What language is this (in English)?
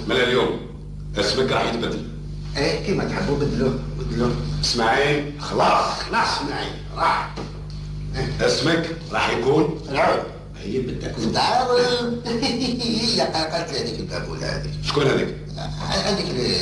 Algerian Arabic